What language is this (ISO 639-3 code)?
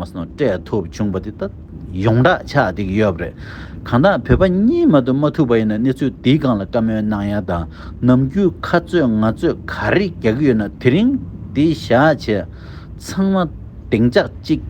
bod